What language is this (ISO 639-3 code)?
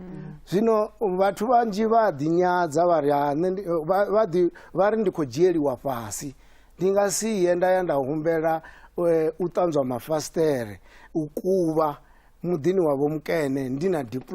ven